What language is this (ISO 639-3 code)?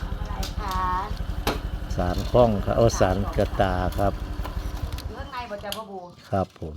tts